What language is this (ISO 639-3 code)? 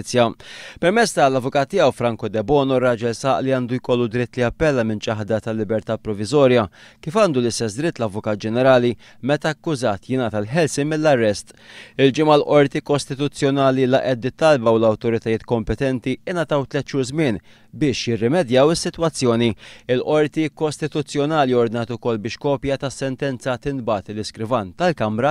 mlt